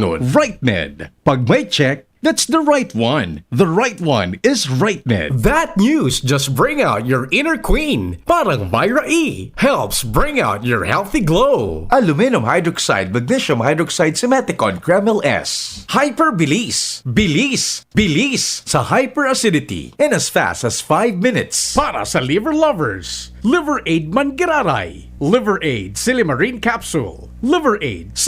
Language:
Bikol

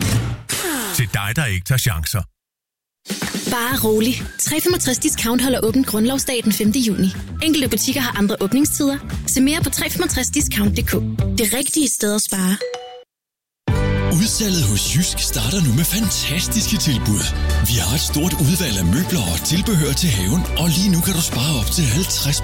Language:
Danish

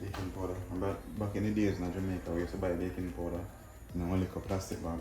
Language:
Jamaican Creole English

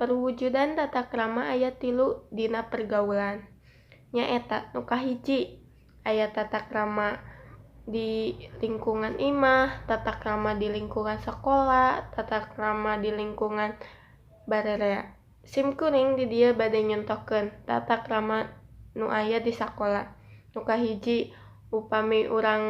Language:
Sundanese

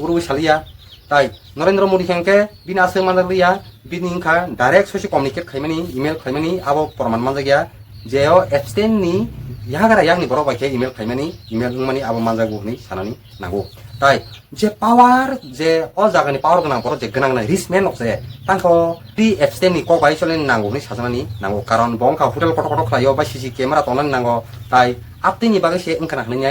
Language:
Kok Borok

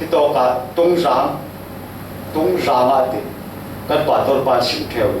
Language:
Falam Chin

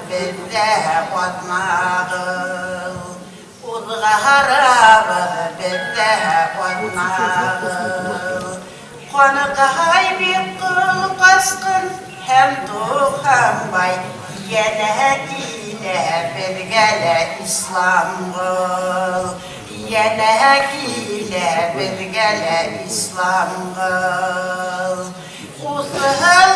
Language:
Bashkir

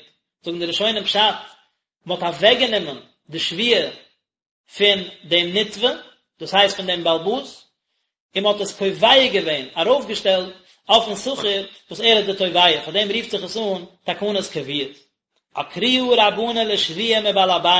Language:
Yiddish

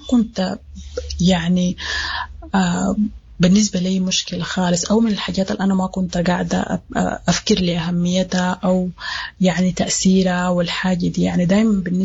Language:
Sudanese Arabic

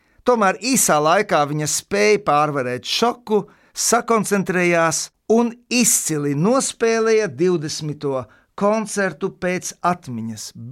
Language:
Latvian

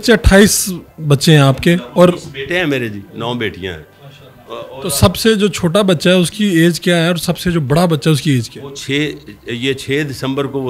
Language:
Urdu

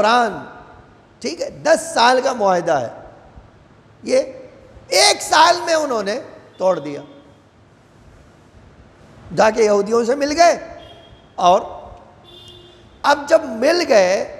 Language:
Urdu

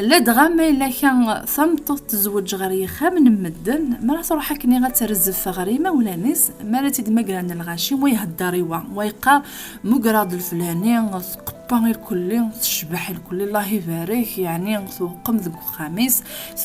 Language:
Kabyle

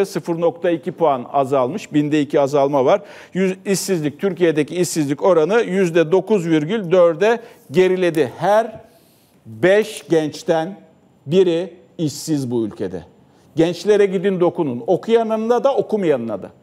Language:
Turkish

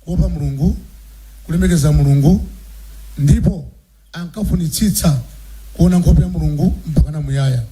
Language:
Nyanja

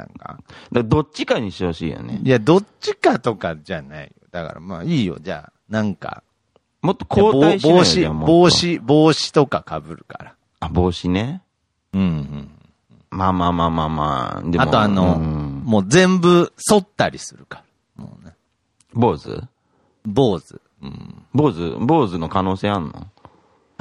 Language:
Japanese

